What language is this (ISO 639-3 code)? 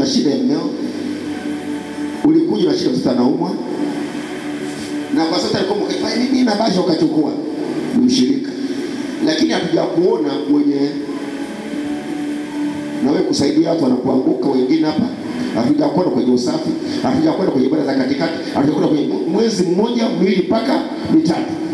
swa